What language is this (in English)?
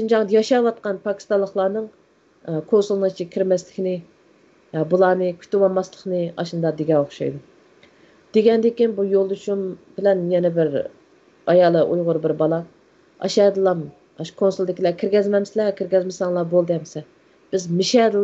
Uyghur